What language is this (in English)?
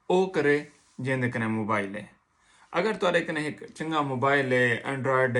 Saraiki